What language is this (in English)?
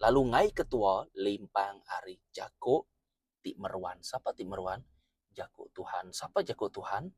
Iban